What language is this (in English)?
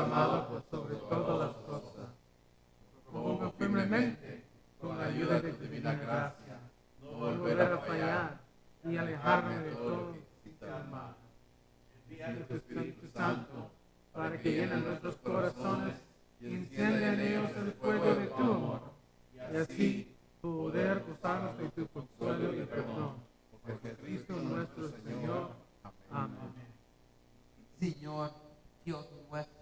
Spanish